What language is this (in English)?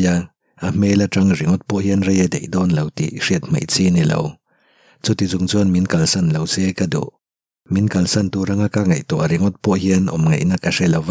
Mizo